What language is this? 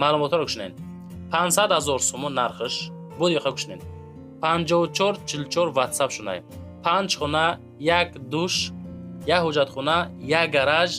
Tajik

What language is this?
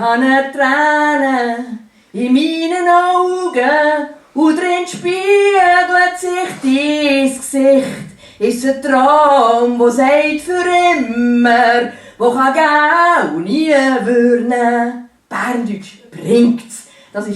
Swiss German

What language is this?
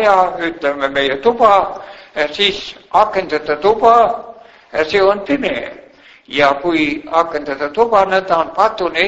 Estonian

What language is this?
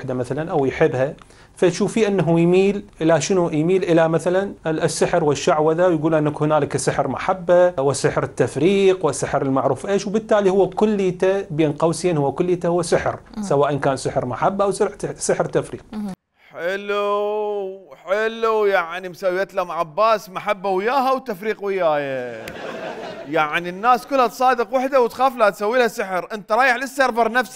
Mesopotamian Arabic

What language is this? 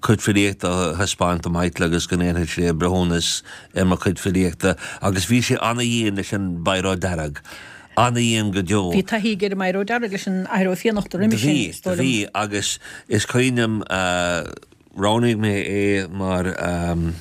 Irish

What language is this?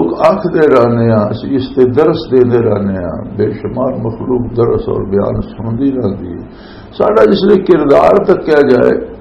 Western Panjabi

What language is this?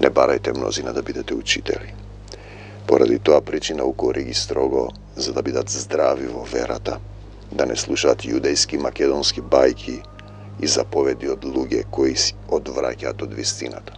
Macedonian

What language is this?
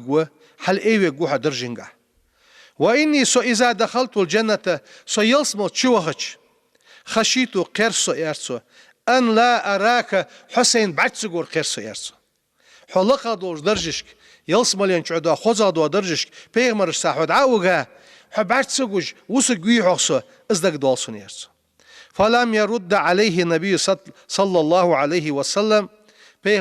Ingush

